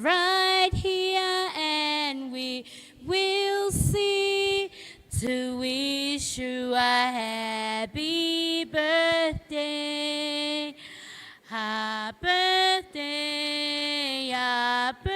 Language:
Gilbertese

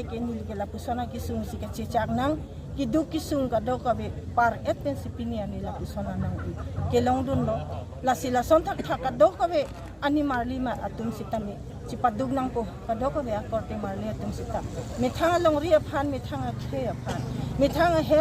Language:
Karbi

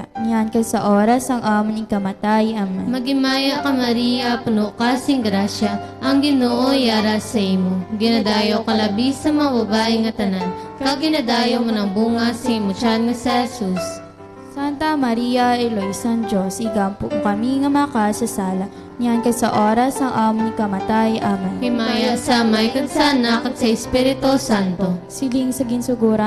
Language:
Hiligaynon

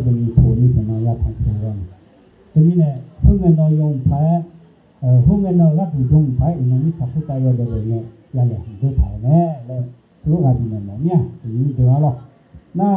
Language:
Akha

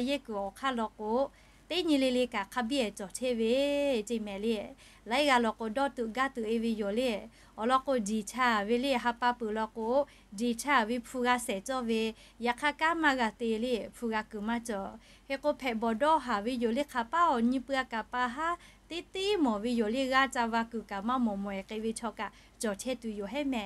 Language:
Lahu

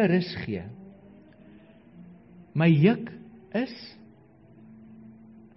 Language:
Afrikaans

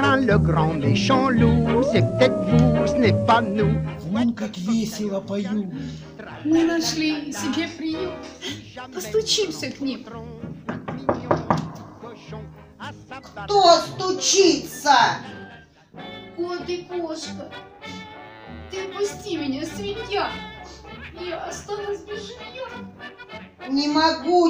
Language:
Russian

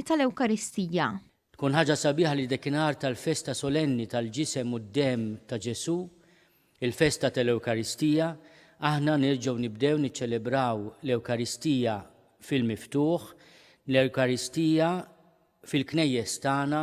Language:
Maltese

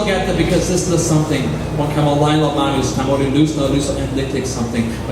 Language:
Tok Pisin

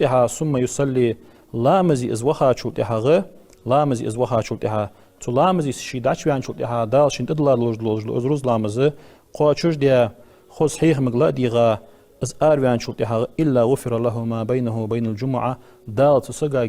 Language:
Ingush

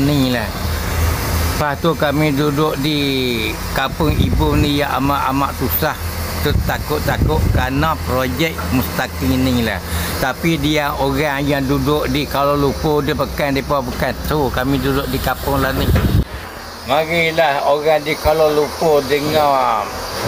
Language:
Malay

